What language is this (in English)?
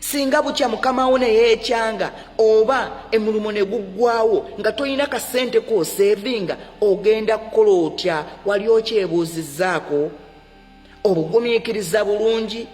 Ganda